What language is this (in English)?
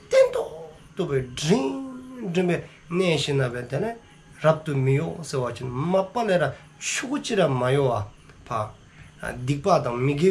Dzongkha